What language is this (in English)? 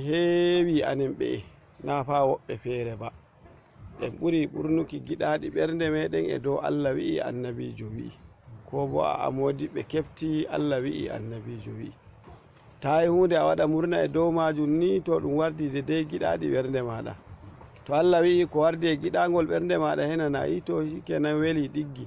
Fula